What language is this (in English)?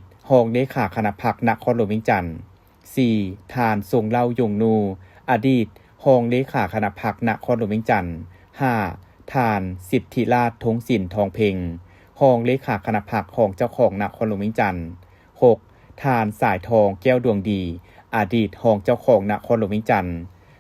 Lao